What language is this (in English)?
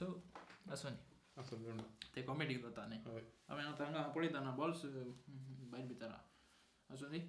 Konkani